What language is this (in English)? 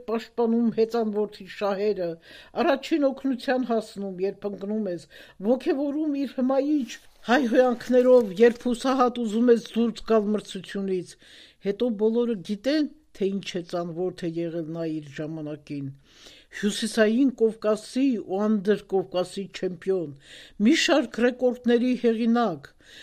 Armenian